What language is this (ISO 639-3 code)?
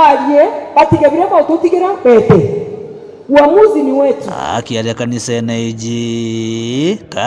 mer